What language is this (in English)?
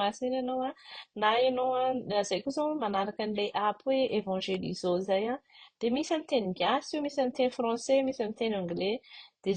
Malagasy